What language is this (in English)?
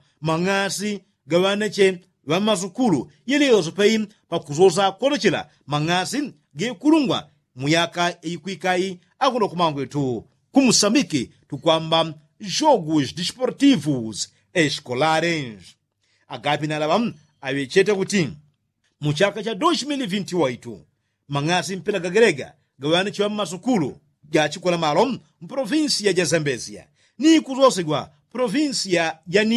Yao